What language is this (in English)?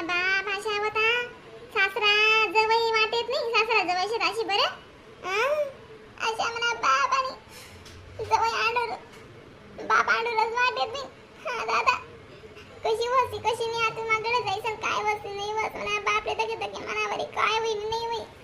Khandesi